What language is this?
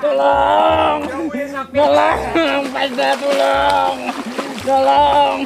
Banjar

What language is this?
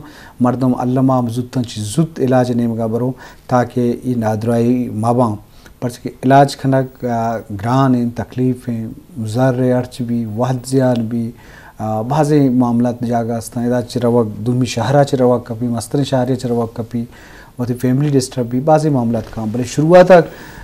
Eastern Balochi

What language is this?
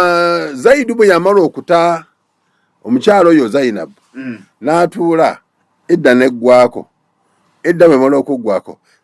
Ganda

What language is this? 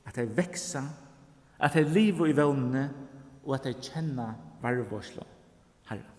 Faroese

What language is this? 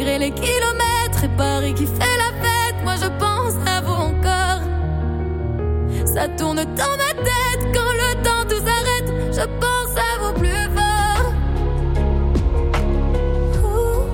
French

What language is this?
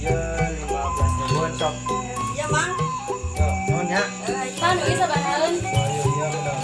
Sundanese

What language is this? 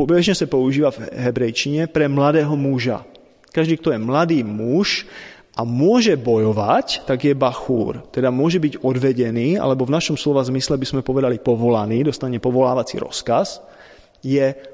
Slovak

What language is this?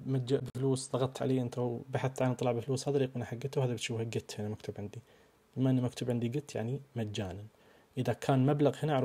Najdi Arabic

